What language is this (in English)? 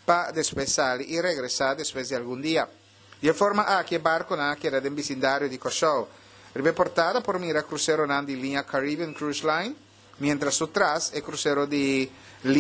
Papiamento